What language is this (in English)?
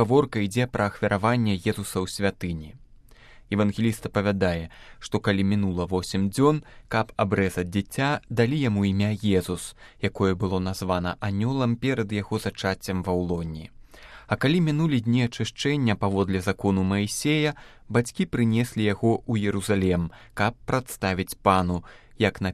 Belarusian